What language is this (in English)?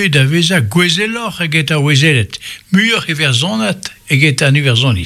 Breton